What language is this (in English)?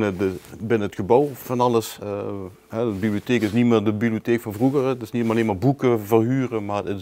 Limburgish